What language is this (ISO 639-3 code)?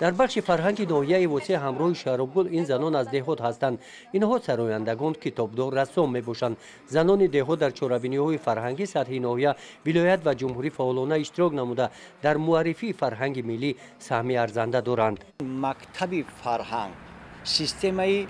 tgk